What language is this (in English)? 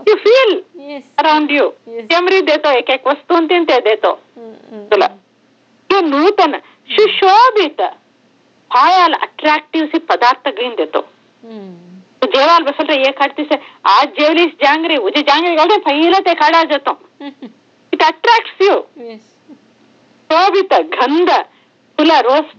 Marathi